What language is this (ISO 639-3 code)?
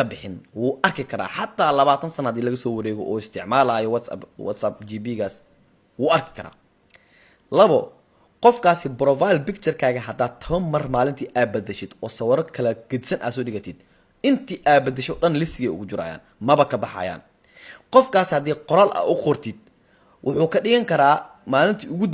som